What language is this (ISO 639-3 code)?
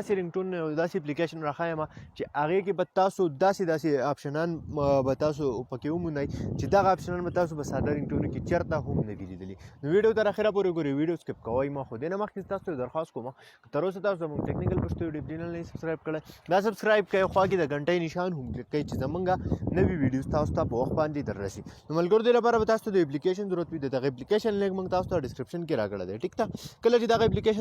pus